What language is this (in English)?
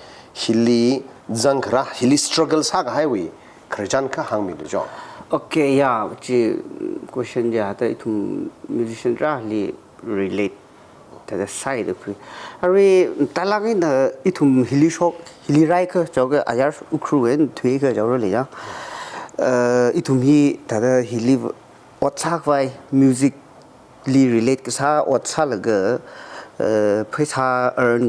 Tangkhul Naga (India)